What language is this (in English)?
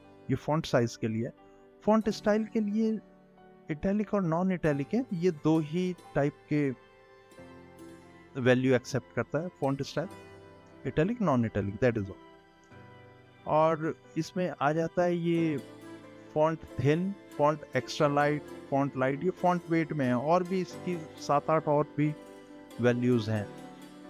Hindi